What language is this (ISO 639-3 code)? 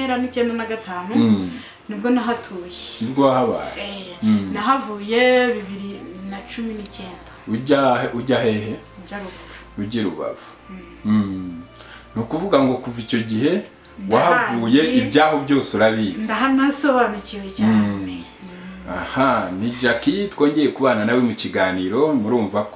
kin